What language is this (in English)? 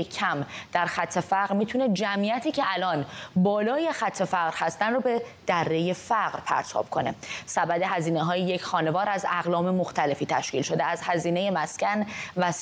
Persian